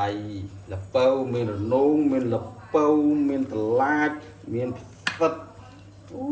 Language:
Khmer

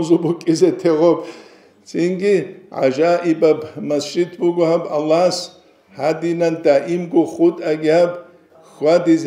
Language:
Avaric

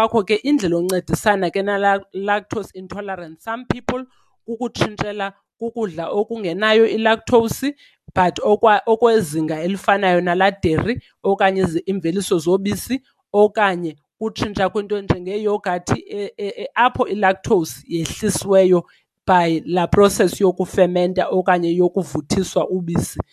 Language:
Xhosa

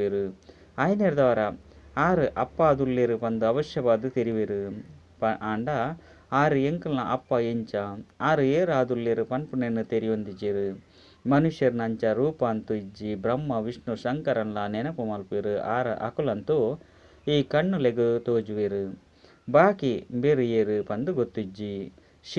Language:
Tulu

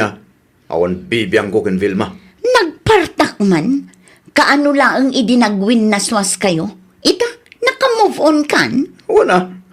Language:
Iloko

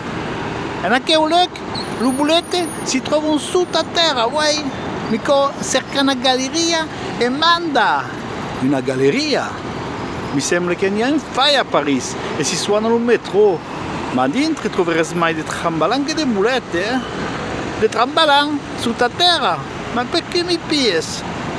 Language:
Occitan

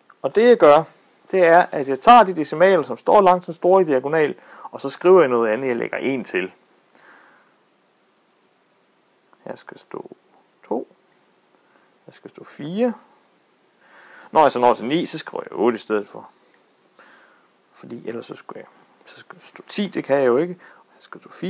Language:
Danish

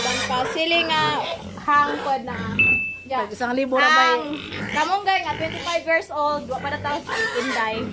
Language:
Cebuano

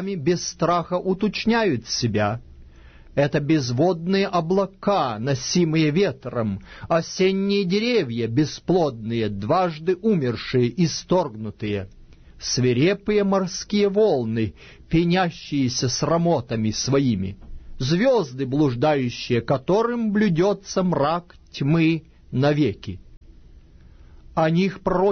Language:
Russian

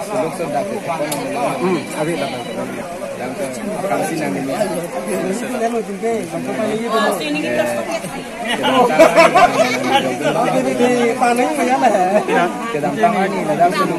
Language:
Karbi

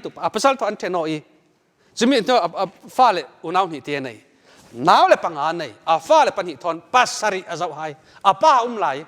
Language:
Falam Chin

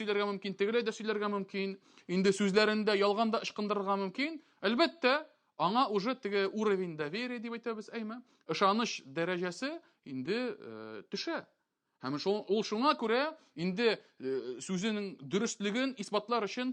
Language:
Tatar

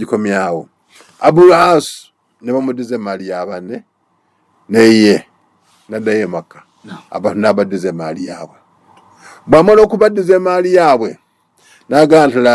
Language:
Ganda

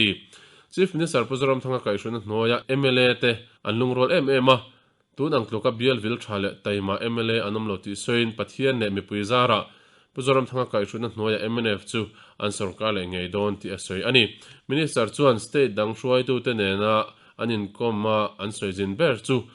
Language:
Mizo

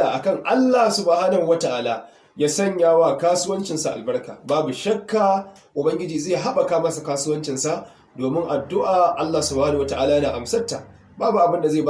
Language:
Hausa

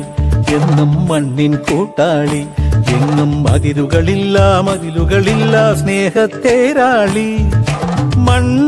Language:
Malayalam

